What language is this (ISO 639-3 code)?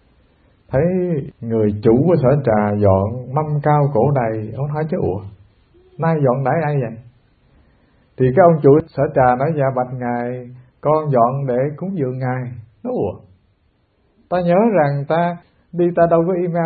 vie